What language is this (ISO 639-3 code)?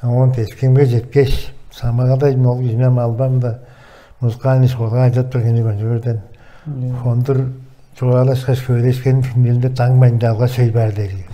tyv